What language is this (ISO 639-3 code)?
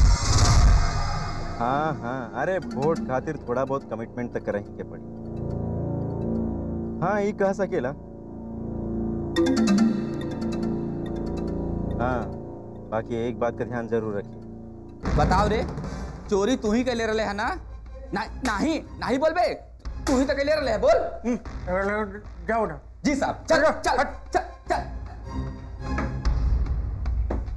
bho